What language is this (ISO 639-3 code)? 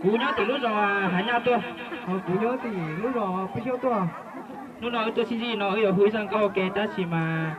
hmn